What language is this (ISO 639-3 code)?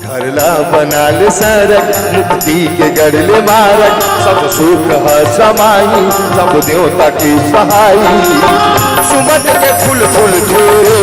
hne